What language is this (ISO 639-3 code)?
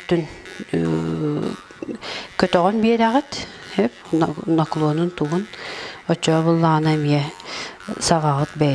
sah